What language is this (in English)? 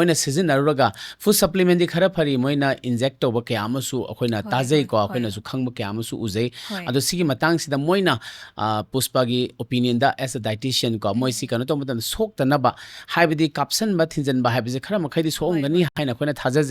Manipuri